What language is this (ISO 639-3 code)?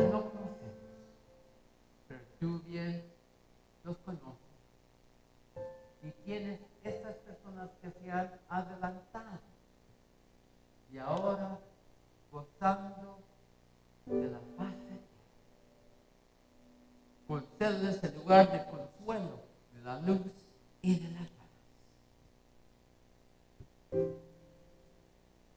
spa